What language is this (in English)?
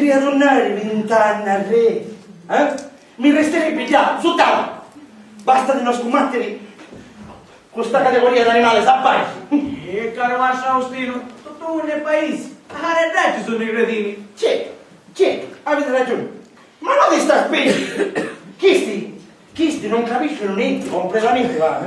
Sicilian